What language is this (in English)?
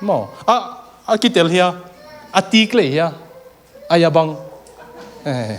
Tedim Chin